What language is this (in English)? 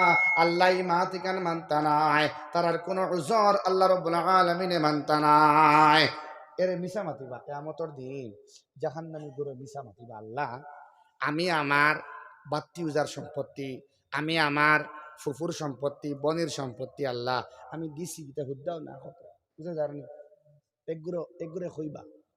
Sylheti